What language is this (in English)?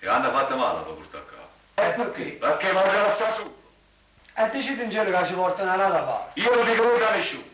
Neapolitan